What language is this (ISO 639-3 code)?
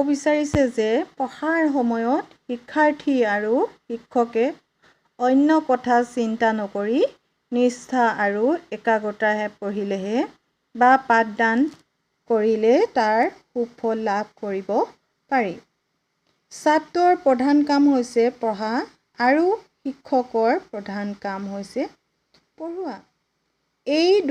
asm